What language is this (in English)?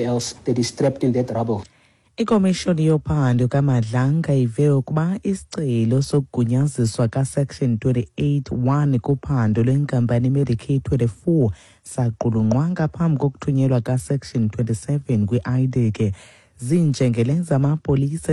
Xhosa